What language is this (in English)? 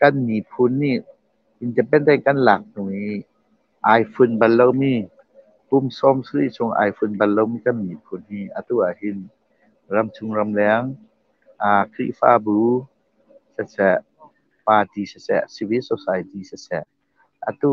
Hakha Chin